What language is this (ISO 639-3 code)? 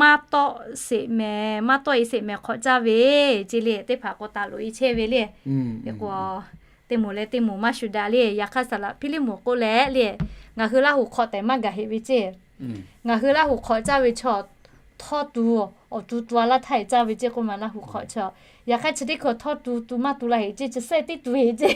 lhu